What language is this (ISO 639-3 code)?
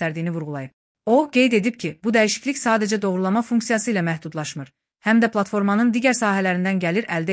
aze